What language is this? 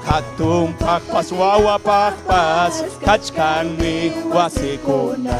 Ayacucho Quechua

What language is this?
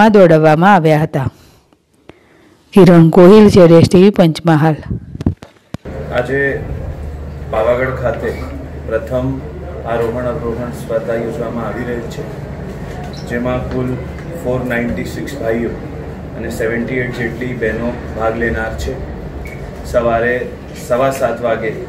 Gujarati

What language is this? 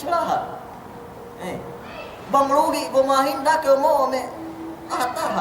Yakan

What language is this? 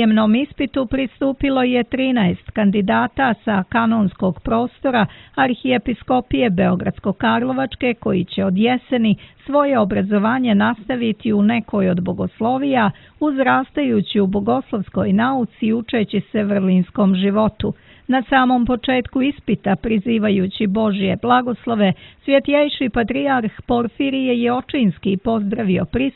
Serbian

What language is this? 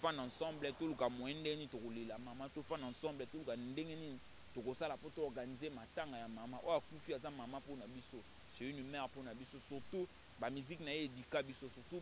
Lingala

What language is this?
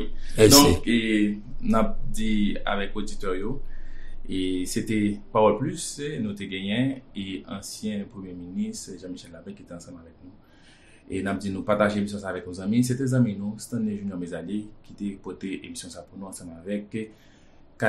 Haitian Creole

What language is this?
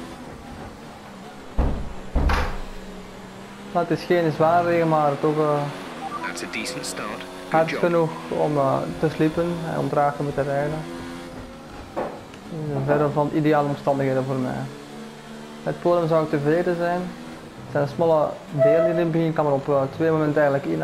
Dutch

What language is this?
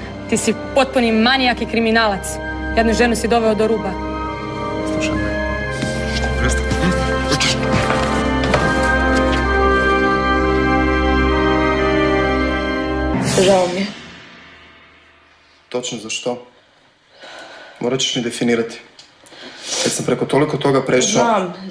Croatian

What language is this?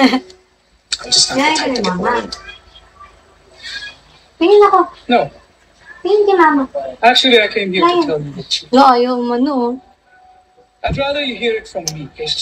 Filipino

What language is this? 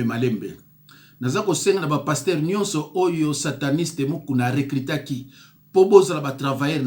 Lingala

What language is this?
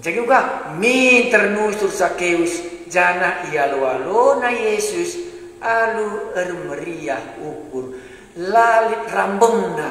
Batak Karo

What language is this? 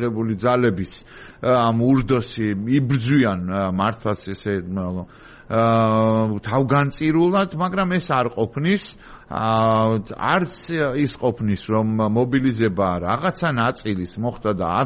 Georgian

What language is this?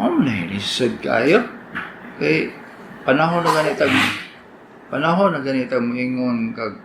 Cebuano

